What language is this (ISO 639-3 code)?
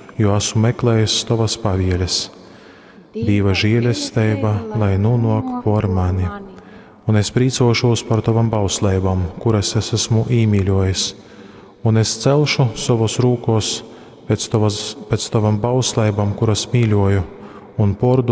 ltg